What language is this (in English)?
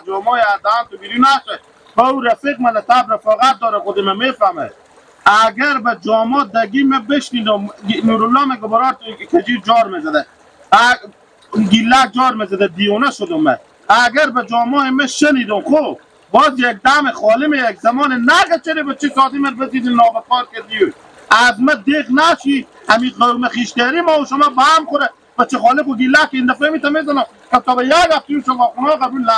Persian